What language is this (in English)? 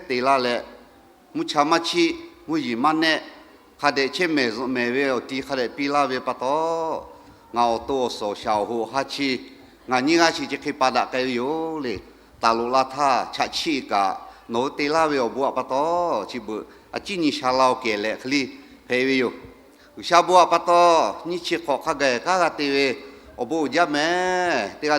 Lahu